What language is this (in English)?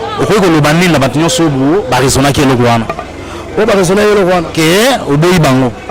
Lingala